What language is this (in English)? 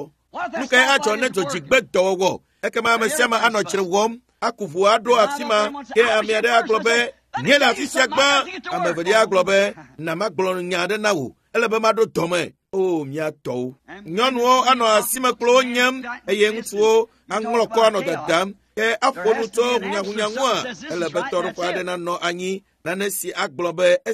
Ewe